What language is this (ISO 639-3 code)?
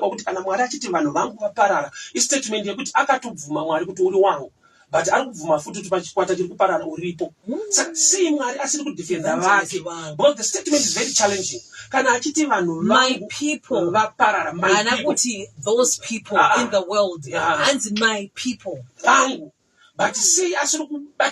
sna